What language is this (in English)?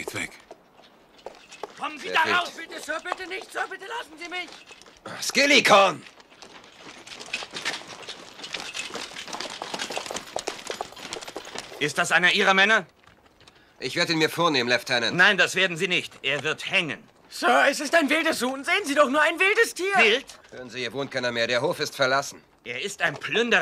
German